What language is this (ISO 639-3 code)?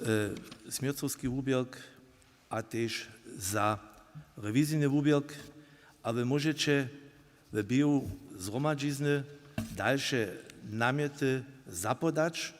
hsb